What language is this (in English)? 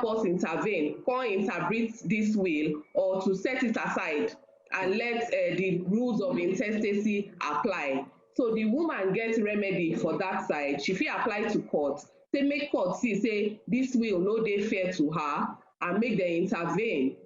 Nigerian Pidgin